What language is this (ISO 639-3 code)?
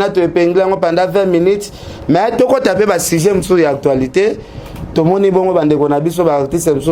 lin